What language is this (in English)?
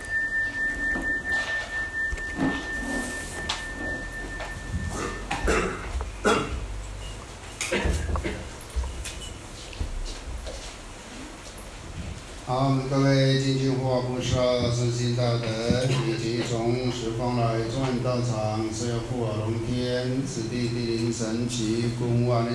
Chinese